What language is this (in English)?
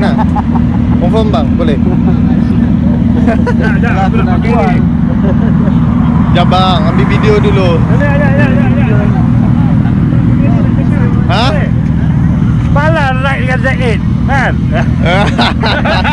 Malay